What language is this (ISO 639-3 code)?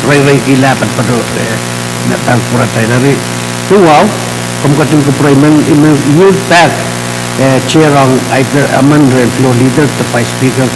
pon